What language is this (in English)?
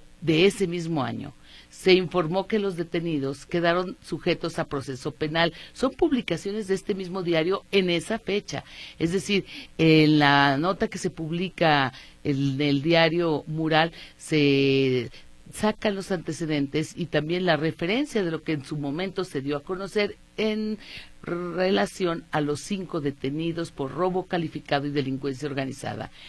Spanish